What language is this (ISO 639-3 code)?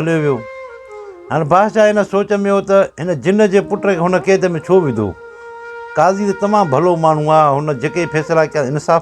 snd